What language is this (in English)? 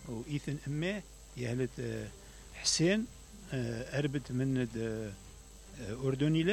Mesopotamian Arabic